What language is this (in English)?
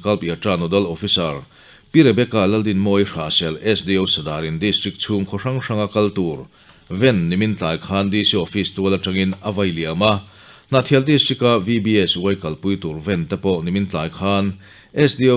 Mizo